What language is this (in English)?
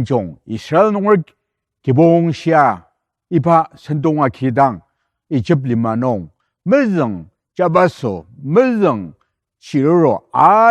Ao Naga